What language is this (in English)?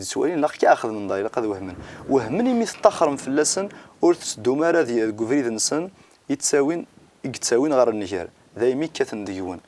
Kabyle